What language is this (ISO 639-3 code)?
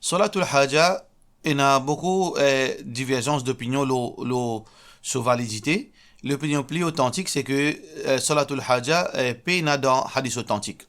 mfe